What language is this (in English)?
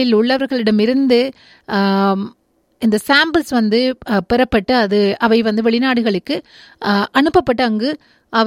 Tamil